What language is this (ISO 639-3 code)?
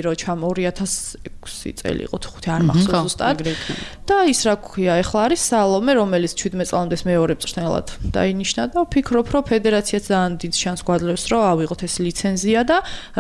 kat